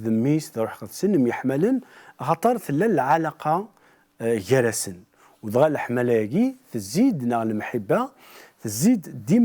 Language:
Kabyle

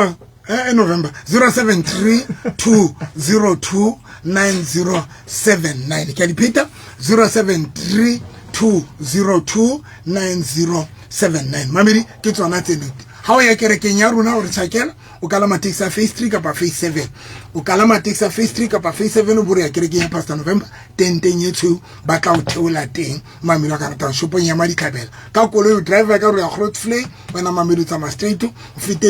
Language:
Southern Sotho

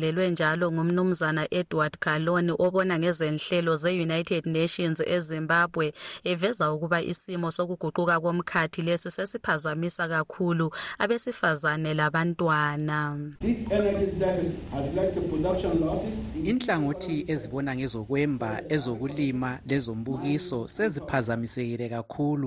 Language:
North Ndebele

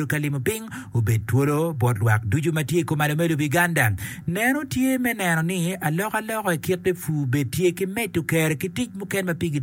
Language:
Acoli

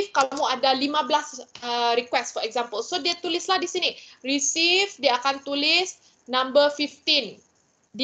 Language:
Malay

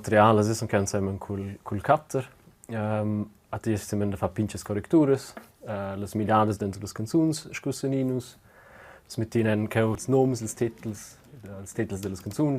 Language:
Romansh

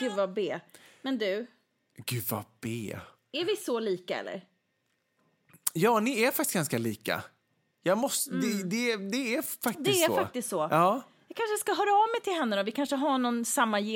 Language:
Swedish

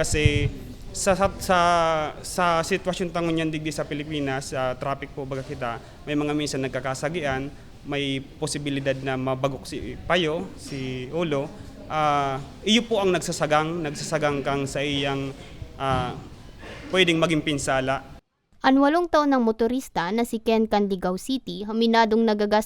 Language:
Bikol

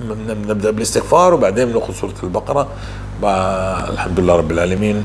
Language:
North Levantine Arabic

